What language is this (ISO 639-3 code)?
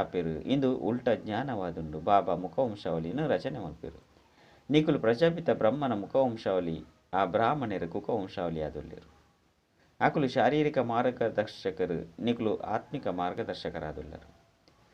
tcy